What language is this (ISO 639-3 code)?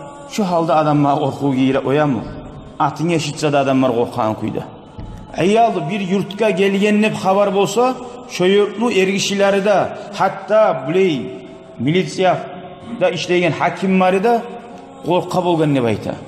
kum